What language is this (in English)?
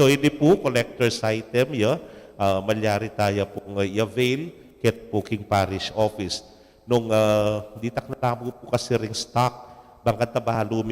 Pampanga